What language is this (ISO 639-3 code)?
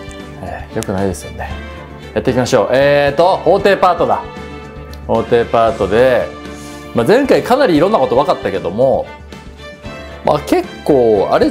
jpn